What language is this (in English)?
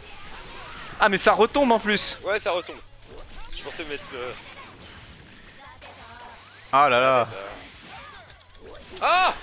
French